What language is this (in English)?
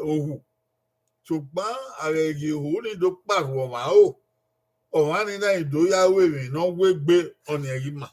Bini